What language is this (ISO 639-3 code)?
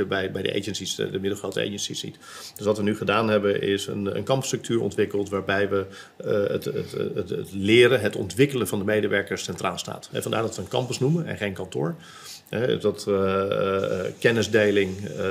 nld